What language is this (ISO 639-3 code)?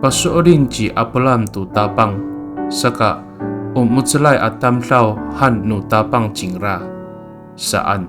ami